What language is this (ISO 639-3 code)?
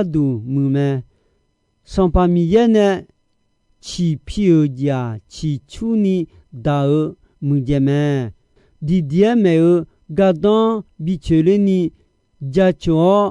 ahk